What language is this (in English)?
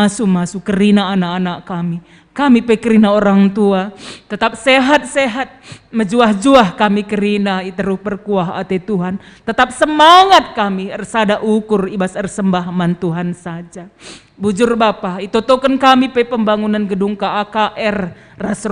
Batak Karo